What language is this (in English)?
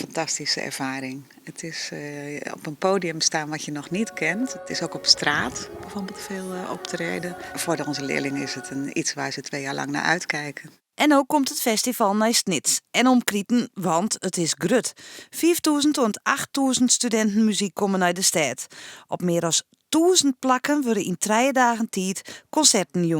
Western Frisian